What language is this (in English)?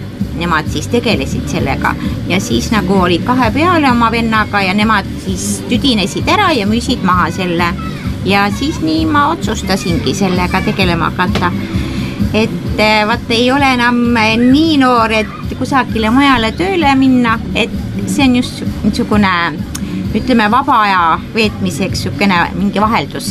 Estonian